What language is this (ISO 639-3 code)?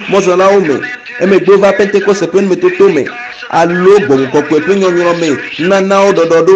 ewe